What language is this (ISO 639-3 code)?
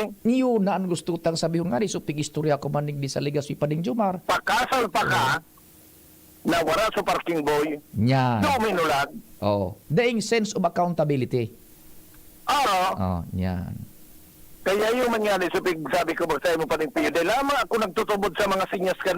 bik